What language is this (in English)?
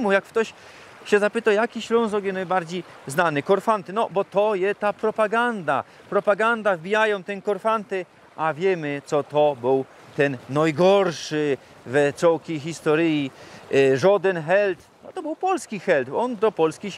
Silesian